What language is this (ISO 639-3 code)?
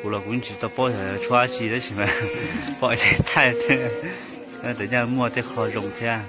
hmn